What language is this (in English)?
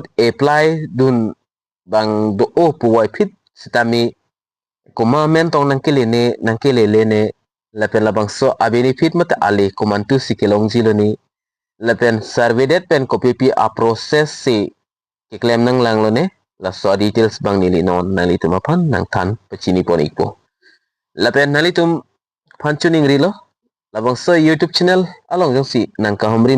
Karbi